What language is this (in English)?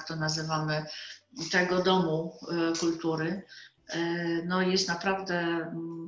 Polish